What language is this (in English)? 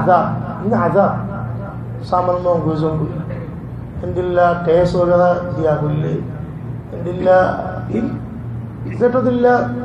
Rohingya